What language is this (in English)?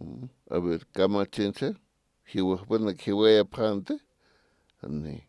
Aymara